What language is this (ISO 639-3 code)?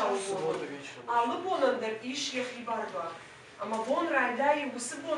oss